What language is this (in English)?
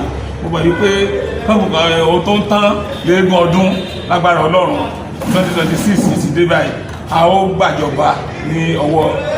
Yoruba